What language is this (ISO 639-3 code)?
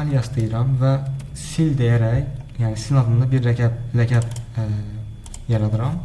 aze